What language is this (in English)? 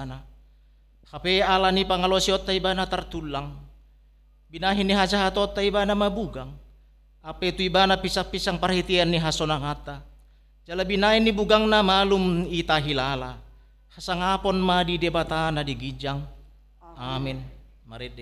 Batak Toba